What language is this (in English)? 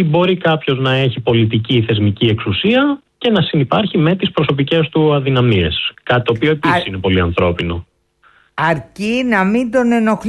Greek